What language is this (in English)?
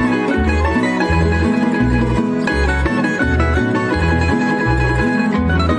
Croatian